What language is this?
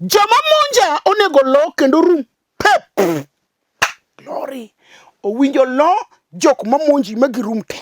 Luo (Kenya and Tanzania)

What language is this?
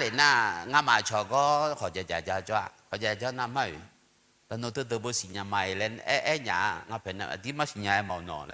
Akha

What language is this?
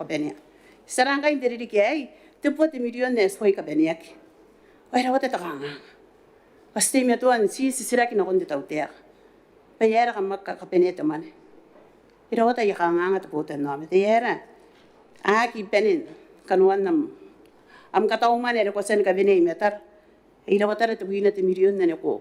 Gilbertese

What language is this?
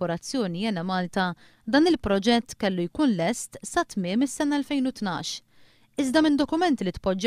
Maltese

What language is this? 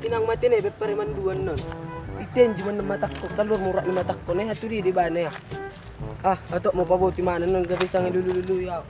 Batak Toba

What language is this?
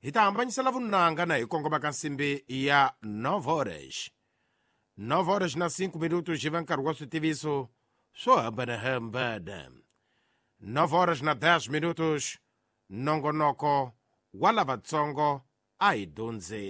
Tsonga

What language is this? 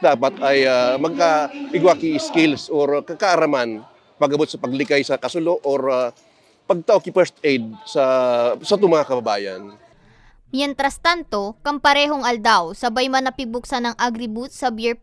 Bikol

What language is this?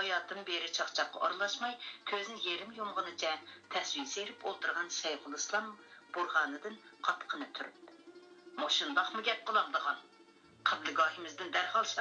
Uyghur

